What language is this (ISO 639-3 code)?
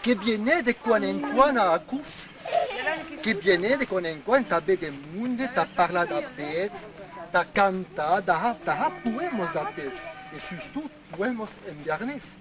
oci